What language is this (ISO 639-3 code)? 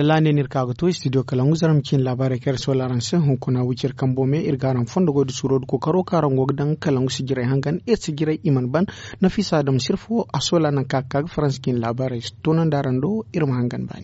dje